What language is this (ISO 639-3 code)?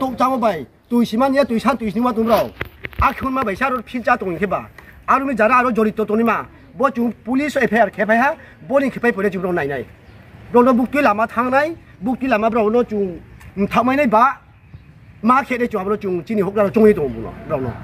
ria